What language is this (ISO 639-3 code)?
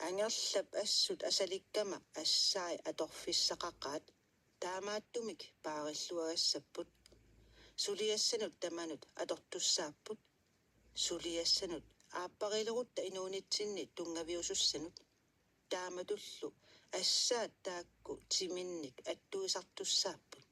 kal